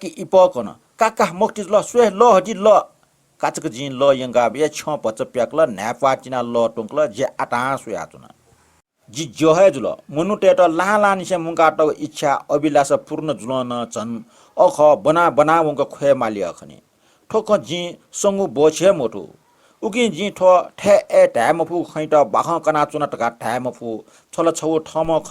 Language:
Newari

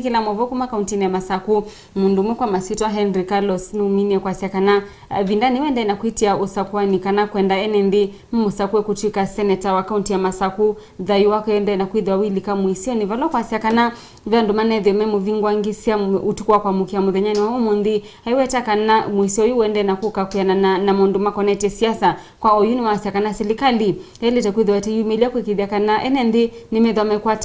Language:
Kamba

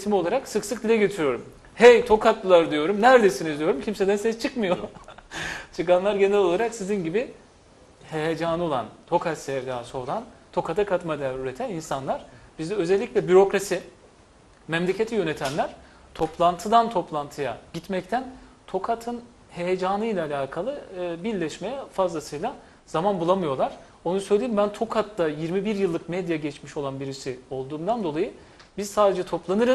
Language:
Turkish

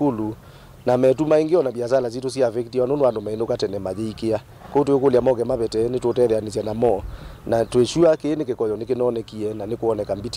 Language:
Kamba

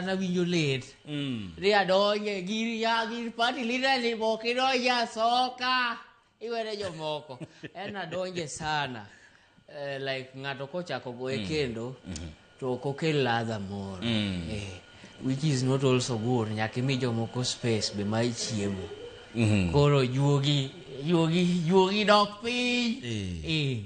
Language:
Luo (Kenya and Tanzania)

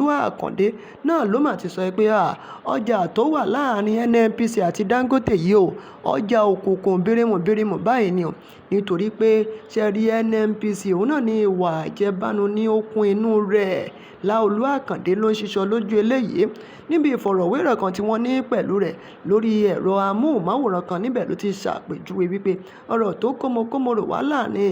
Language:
Yoruba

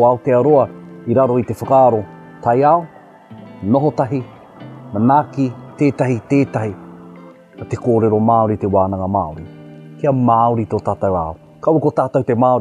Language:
Māori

